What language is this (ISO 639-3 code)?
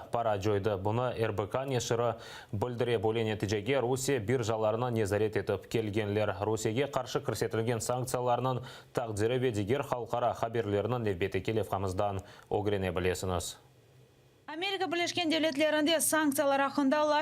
crh